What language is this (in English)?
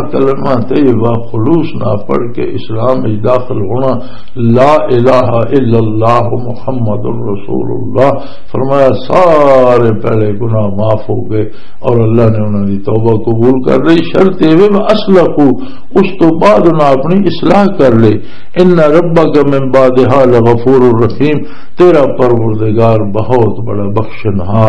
Western Panjabi